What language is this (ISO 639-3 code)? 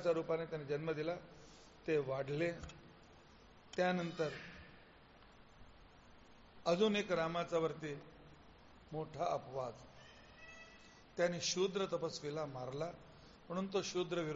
mar